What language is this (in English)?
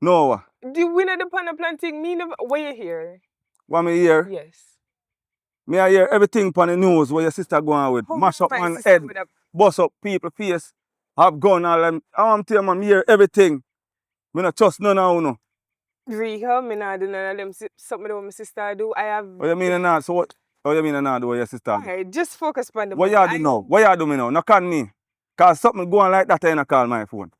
Jamaican Creole English